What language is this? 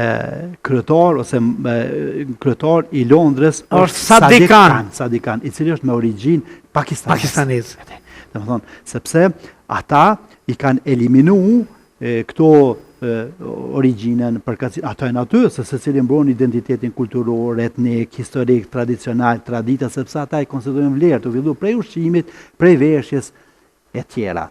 Albanian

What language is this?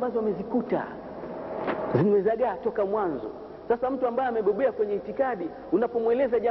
Swahili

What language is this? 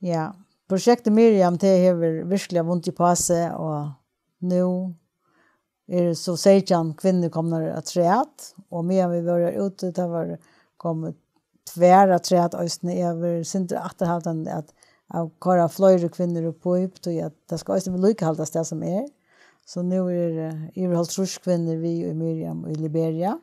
Faroese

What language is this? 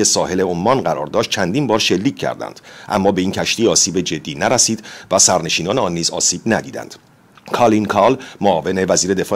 Persian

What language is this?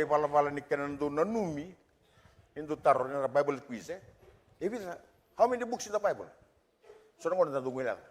Fijian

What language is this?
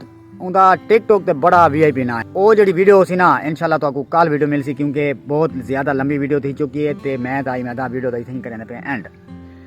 Saraiki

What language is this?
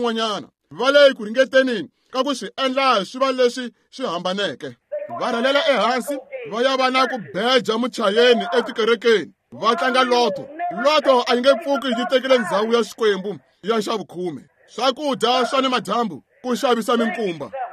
Tsonga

